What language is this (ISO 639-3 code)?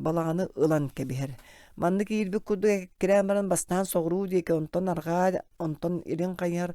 sah